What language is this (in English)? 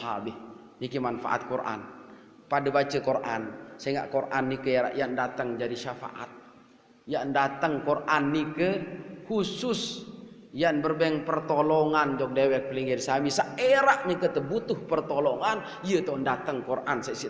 Sasak